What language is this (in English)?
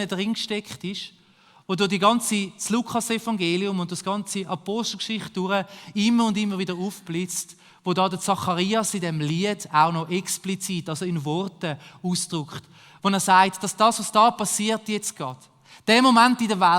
Swiss German